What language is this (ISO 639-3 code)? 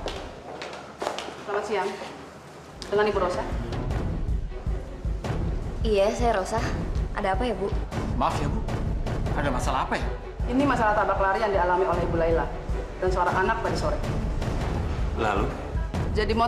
ind